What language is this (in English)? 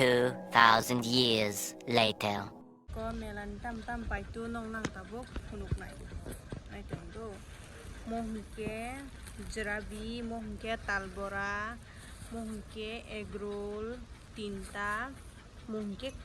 Kok Borok